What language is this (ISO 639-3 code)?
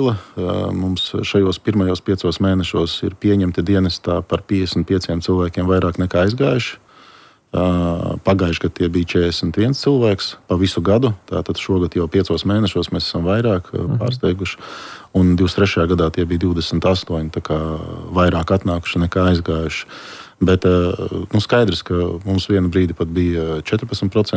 lav